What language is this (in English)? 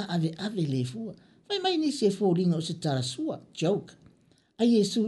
Samoan